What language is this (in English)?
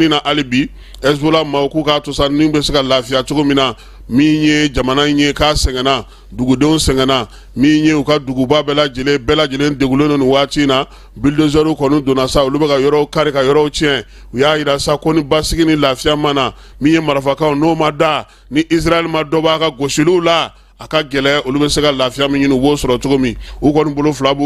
Bambara